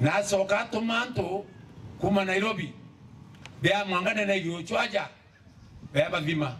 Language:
Meru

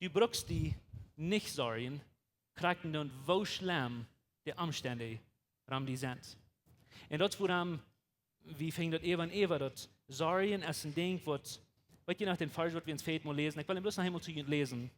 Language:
Plautdietsch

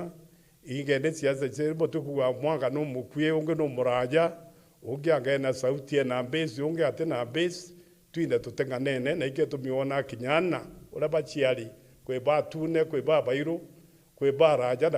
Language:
Meru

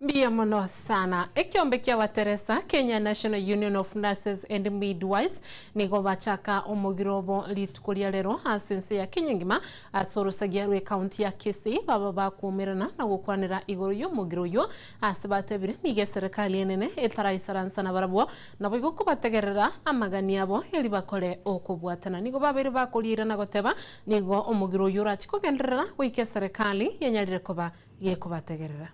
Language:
Gusii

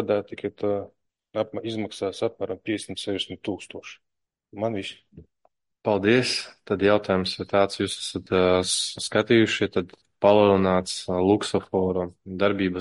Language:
Latvian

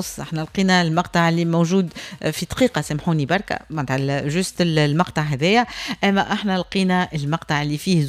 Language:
Tunisian Arabic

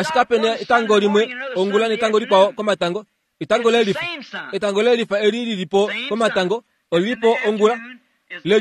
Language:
Kuanyama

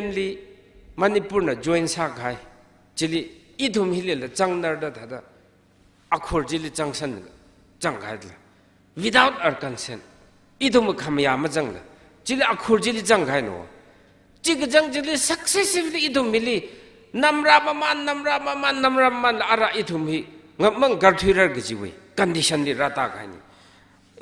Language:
Tangkhul Naga (India)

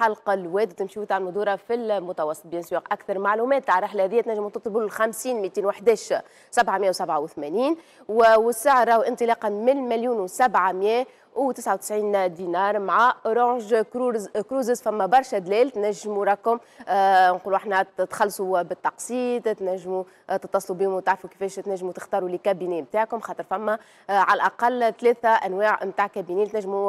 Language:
Tunisian Arabic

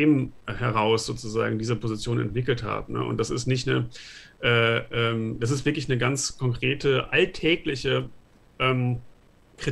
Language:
German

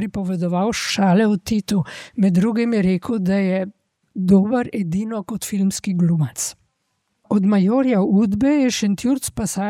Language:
Slovenian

